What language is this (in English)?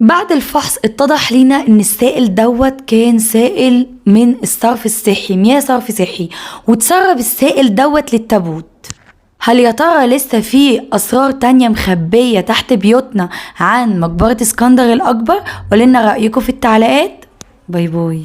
Egyptian Arabic